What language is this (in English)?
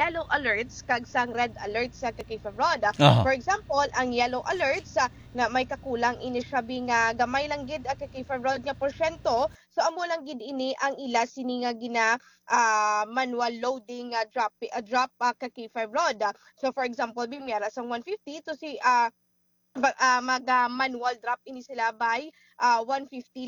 Hiligaynon